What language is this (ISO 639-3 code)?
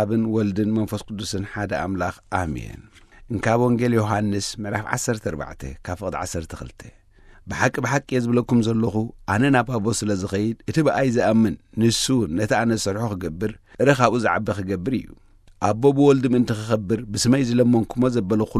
tir